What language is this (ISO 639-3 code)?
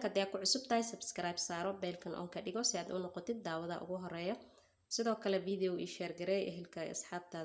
som